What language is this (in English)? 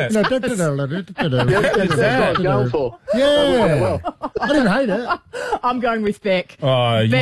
English